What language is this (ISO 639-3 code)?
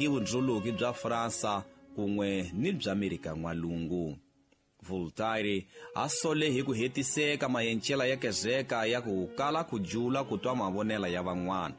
tso